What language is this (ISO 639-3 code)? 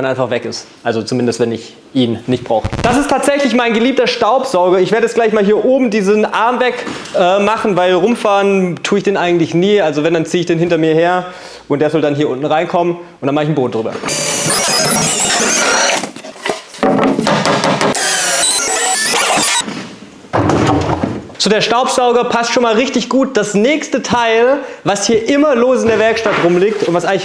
deu